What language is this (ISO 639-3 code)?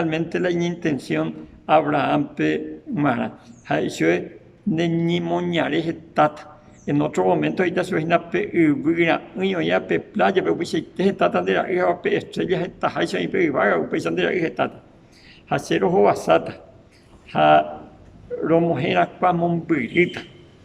grn